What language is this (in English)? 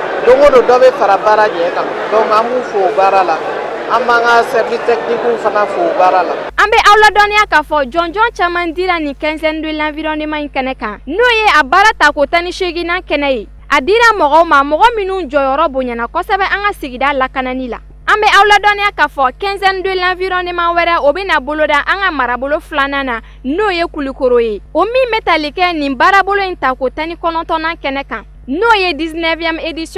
Bambara